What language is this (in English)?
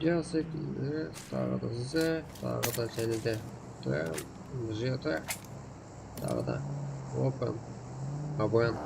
Kara-Kalpak